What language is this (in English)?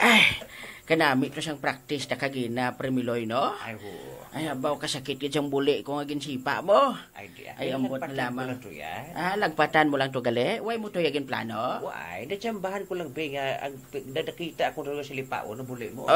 Hiligaynon